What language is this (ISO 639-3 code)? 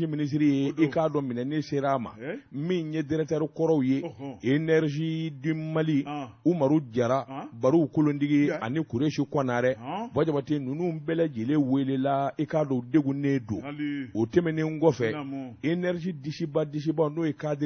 bam